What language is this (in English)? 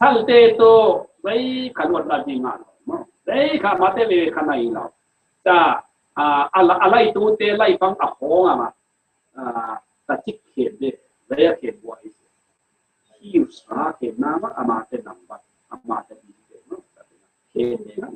Falam Chin